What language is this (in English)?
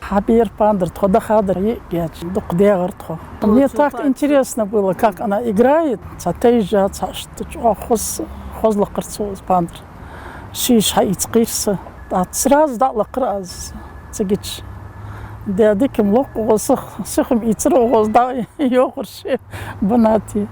Ingush